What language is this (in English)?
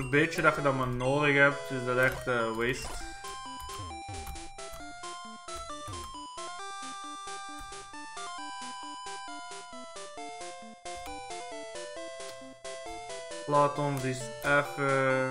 Dutch